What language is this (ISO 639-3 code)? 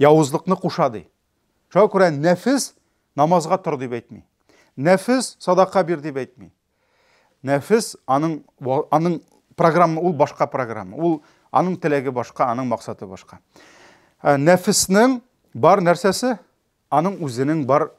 tat